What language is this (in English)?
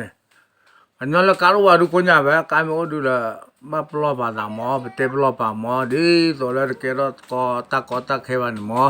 S'gaw Karen